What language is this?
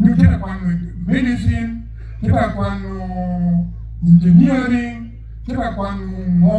Acoli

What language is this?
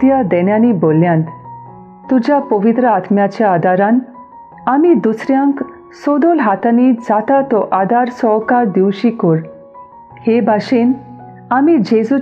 Konkani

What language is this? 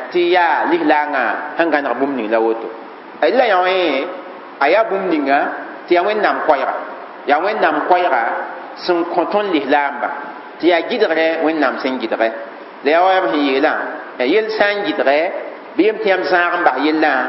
Mossi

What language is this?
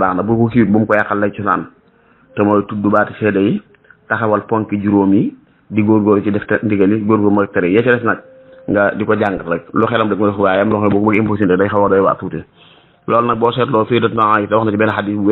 Wolof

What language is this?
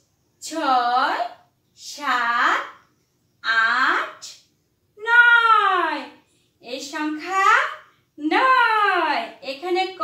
Bangla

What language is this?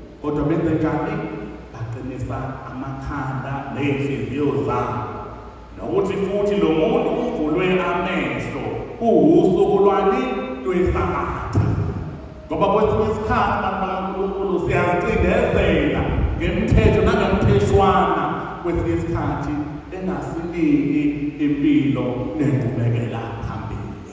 Zulu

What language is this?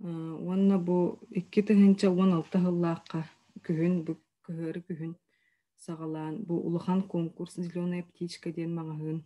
Yakut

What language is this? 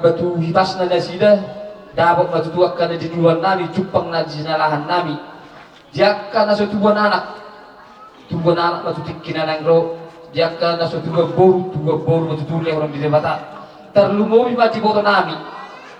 Batak Toba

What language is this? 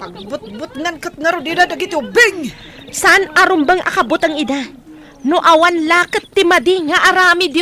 Iloko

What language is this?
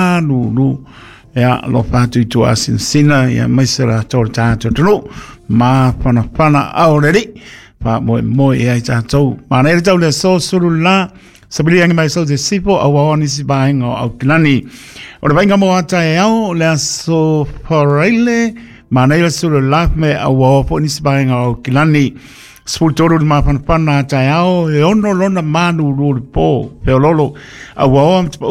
Samoan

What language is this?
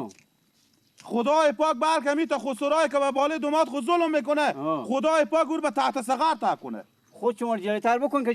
Persian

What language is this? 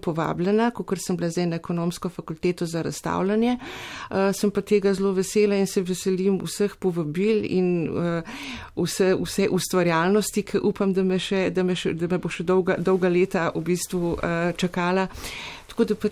Slovenian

